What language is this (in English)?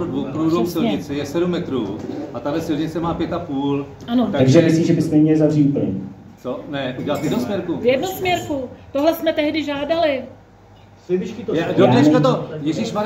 Czech